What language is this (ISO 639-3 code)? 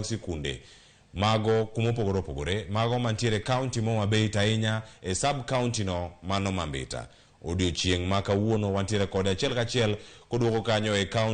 luo